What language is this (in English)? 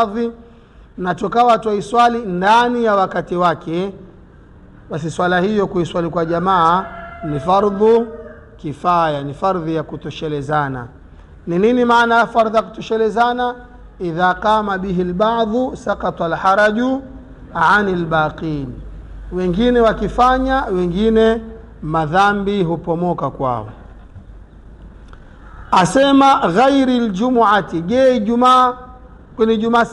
Swahili